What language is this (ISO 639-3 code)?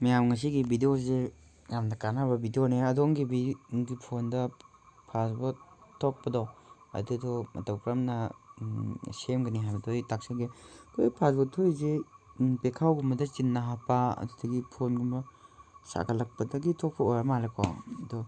mni